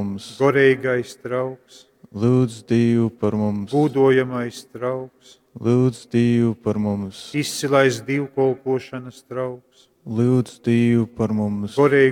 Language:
Latgalian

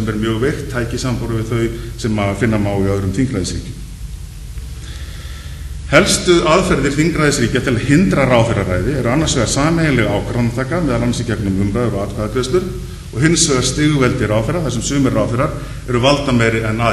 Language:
Icelandic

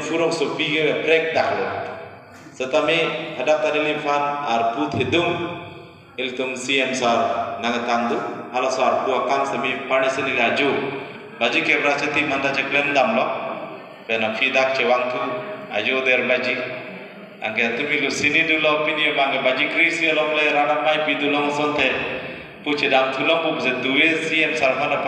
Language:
Karbi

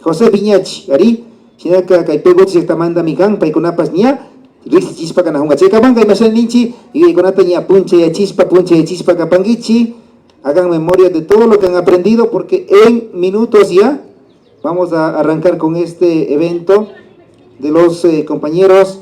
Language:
Imbabura Highland Quichua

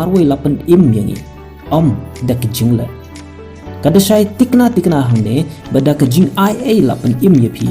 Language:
Khasi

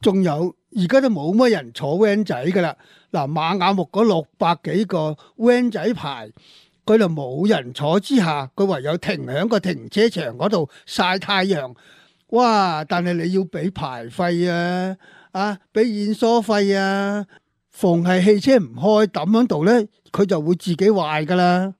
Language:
Cantonese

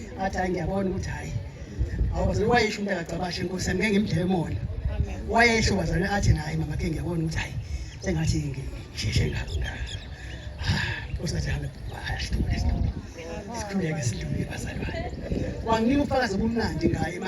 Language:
Zulu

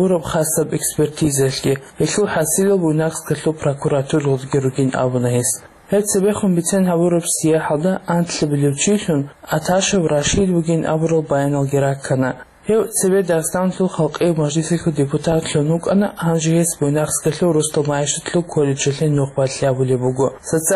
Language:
Avaric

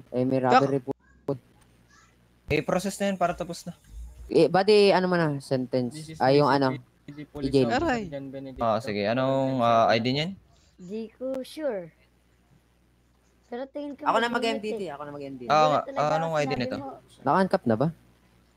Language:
Filipino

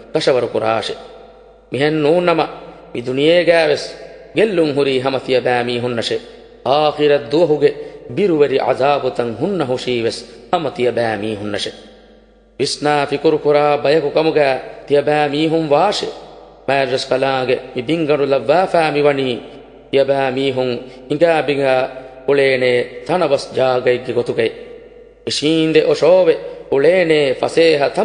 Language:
Divehi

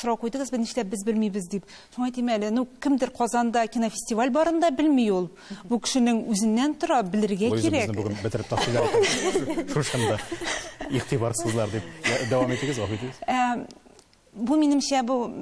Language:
Tatar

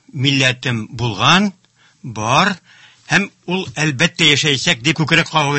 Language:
Tatar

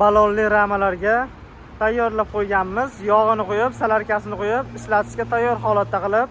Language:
Uzbek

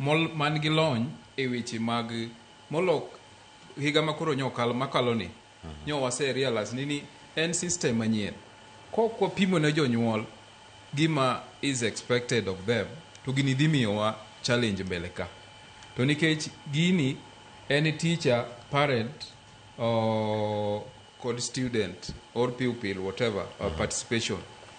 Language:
Luo (Kenya and Tanzania)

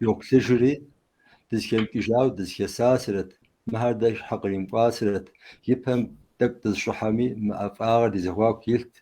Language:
Kabardian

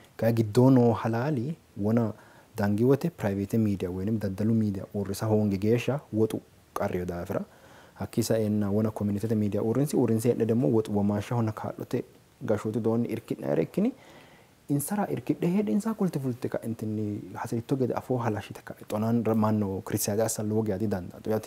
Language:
Sidamo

